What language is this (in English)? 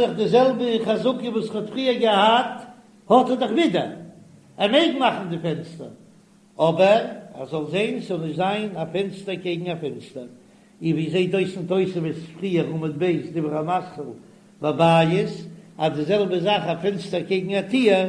Yiddish